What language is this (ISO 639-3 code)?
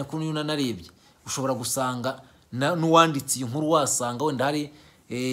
kin